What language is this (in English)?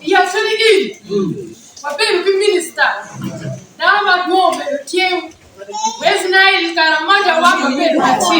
Acoli